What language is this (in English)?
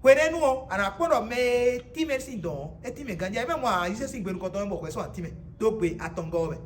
Fon